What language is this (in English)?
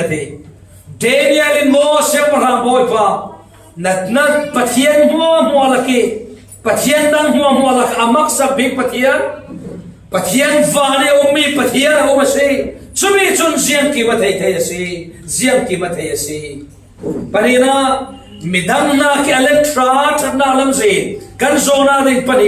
Falam Chin